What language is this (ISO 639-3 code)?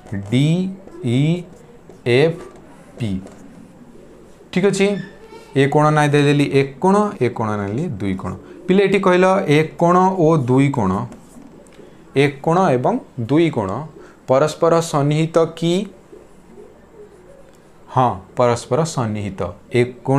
ori